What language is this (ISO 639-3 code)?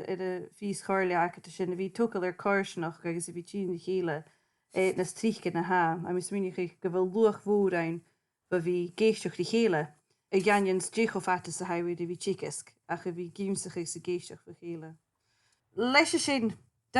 gla